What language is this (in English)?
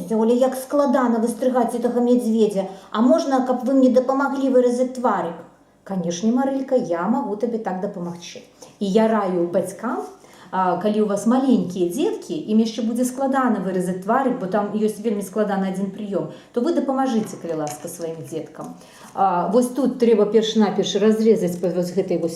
Belarusian